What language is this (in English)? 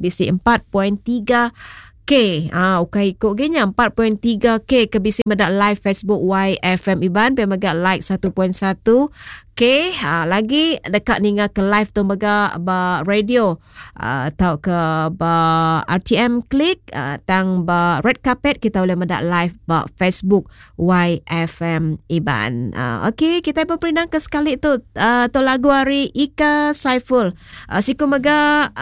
Iban